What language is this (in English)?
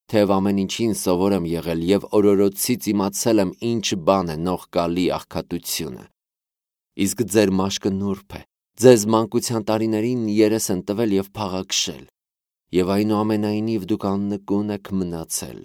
Armenian